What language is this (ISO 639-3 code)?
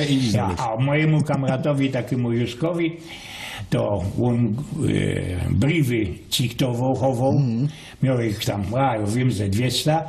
szl